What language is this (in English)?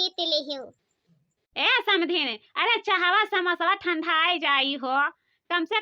Awadhi